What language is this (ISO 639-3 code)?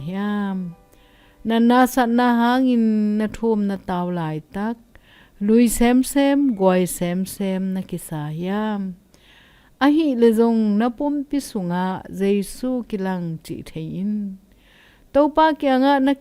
ctd